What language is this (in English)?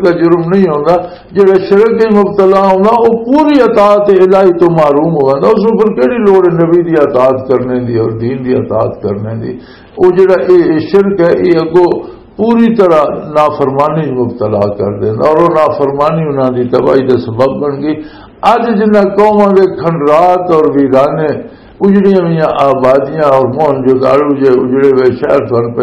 Western Panjabi